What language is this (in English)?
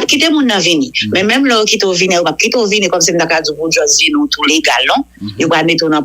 Haitian Creole